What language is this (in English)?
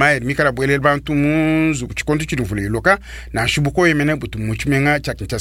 Luba-Lulua